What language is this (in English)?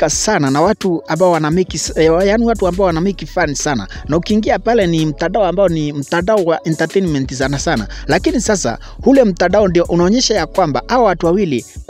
Swahili